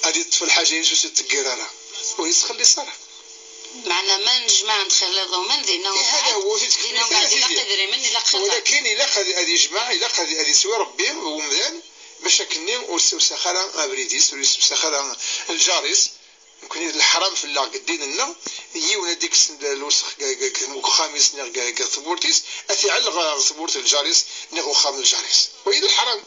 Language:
Kabyle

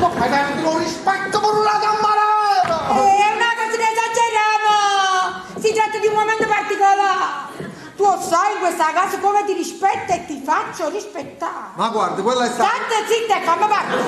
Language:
Neapolitan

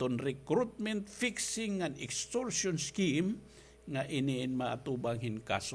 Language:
Waray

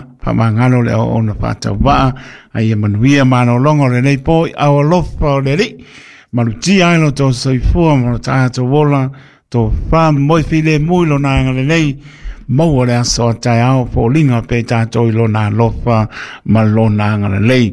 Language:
Samoan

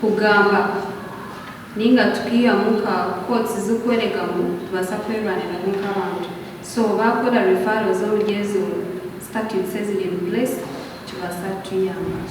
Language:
Nyankole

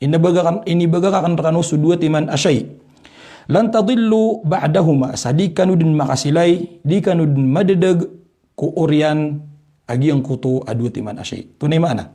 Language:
Maranao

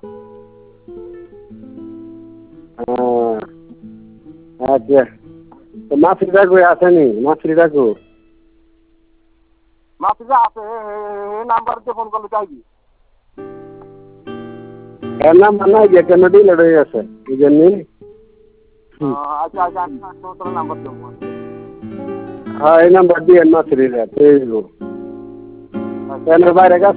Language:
Bangla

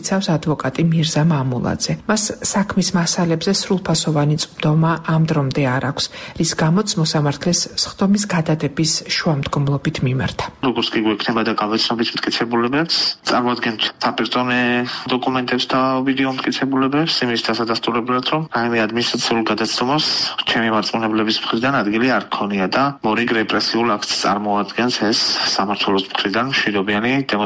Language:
Georgian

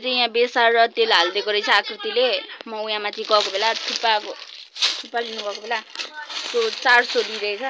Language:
Nepali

